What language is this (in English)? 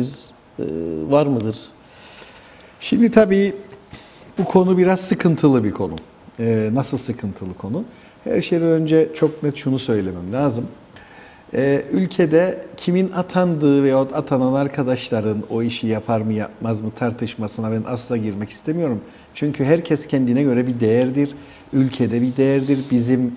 Turkish